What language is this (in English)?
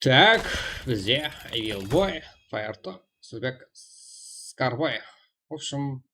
Kara-Kalpak